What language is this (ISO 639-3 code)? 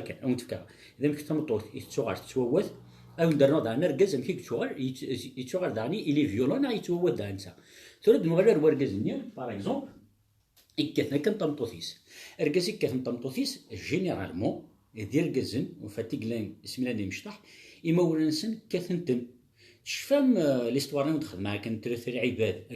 kab